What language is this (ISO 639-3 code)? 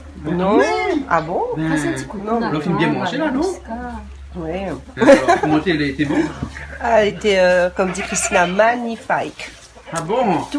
rcf